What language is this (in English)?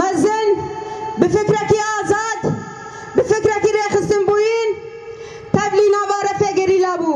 Kurdish